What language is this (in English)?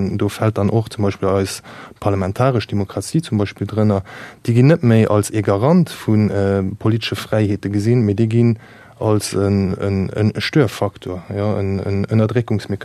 Luxembourgish